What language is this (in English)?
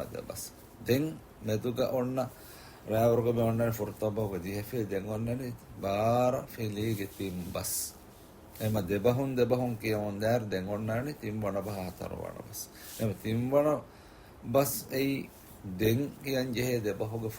Divehi